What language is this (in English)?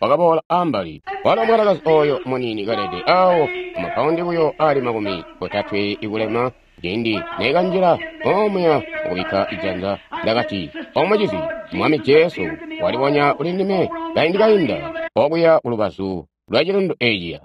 Tonga (Zambia)